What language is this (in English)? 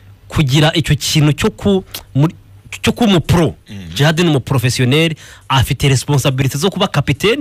Kinyarwanda